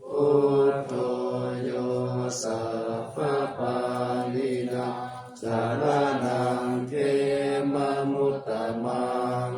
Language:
Pali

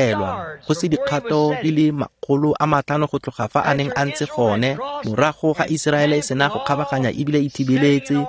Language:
Tswana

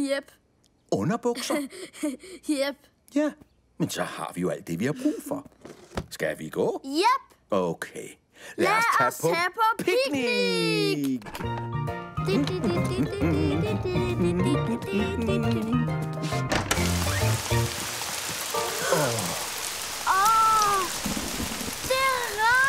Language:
Danish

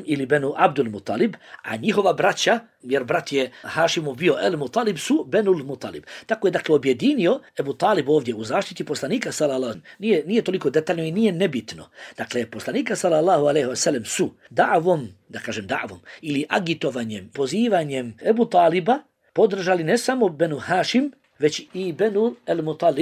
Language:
Bosnian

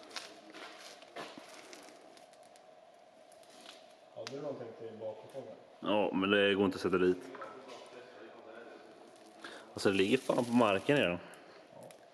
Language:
Swedish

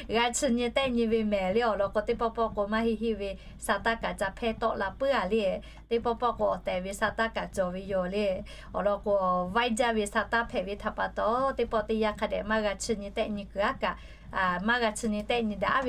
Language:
Lahu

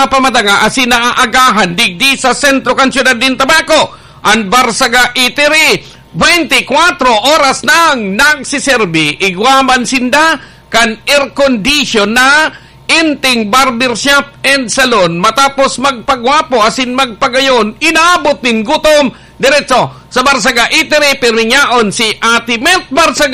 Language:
Bikol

